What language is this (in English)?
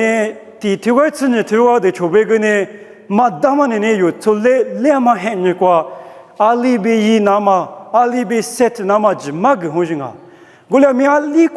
Lisu